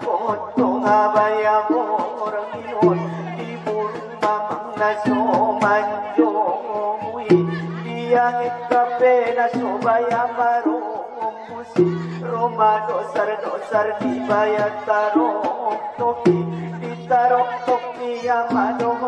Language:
Batak Angkola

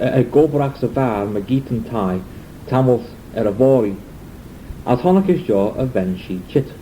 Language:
Manx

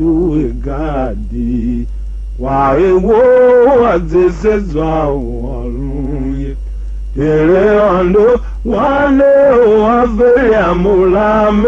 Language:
Tiv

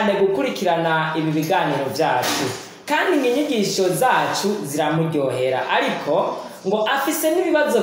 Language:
Rundi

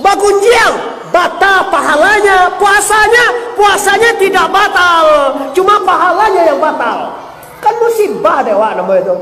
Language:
Minangkabau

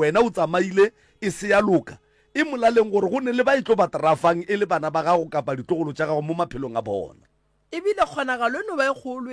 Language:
Northern Sotho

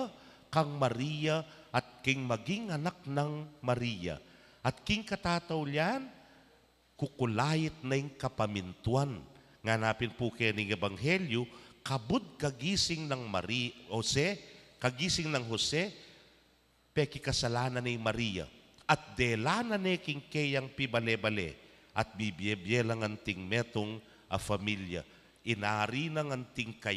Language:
Pampanga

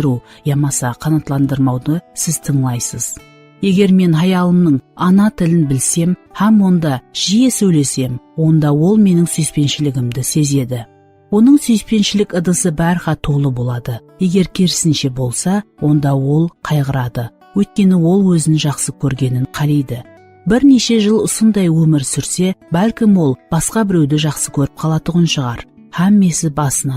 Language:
Kara-Kalpak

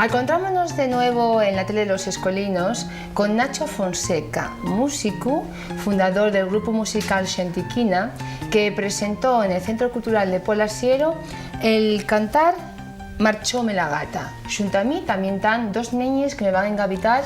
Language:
Asturian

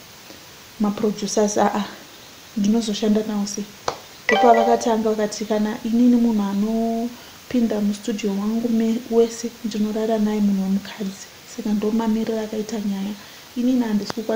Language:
Shona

